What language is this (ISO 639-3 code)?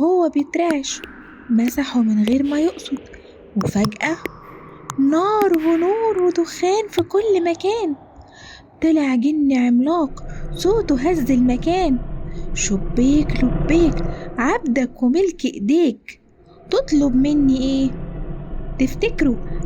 arz